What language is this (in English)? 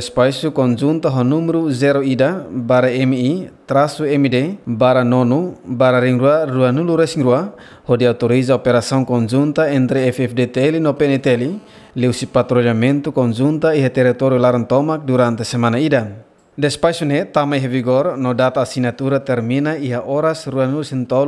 Tetum